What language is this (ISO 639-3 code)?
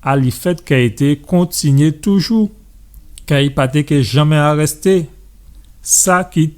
gcf